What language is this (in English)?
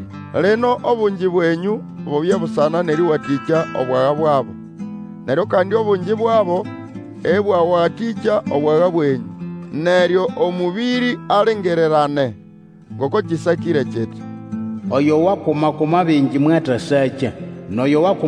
Nande